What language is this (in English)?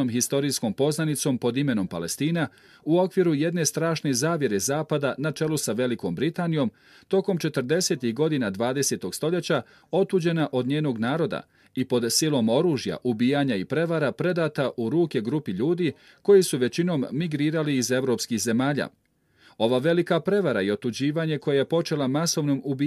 Bosnian